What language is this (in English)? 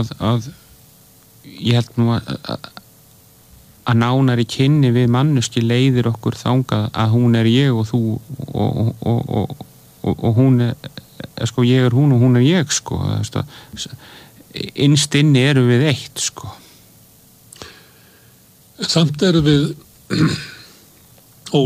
Icelandic